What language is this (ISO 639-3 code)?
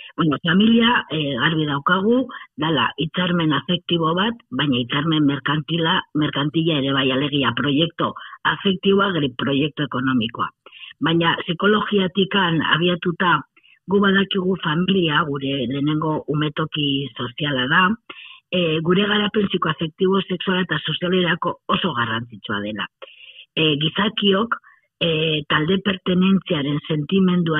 eus